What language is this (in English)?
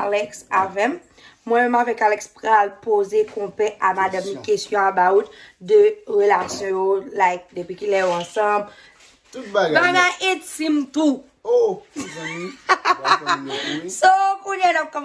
Haitian Creole